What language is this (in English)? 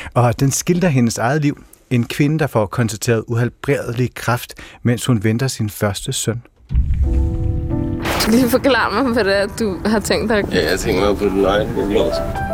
Danish